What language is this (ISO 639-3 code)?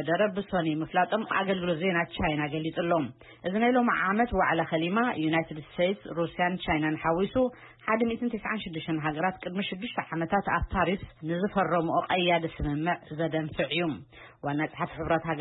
tir